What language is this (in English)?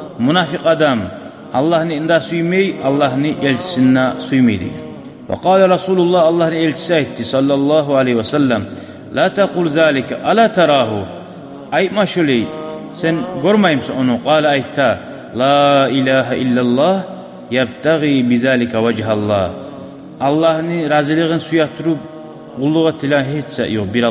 Kumyk